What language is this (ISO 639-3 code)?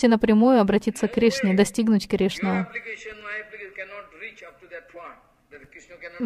rus